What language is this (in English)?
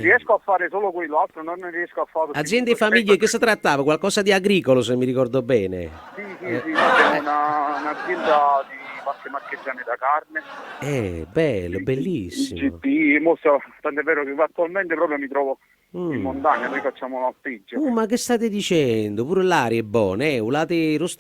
Neapolitan